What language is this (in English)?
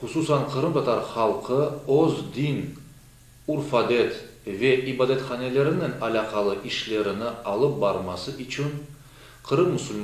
Crimean Tatar